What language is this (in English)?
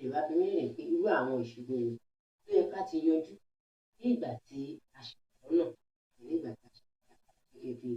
Yoruba